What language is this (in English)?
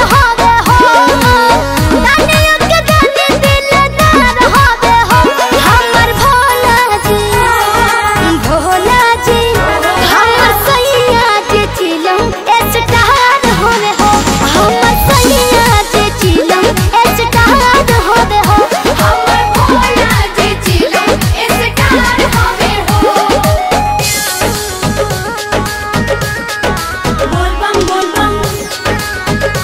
Bhojpuri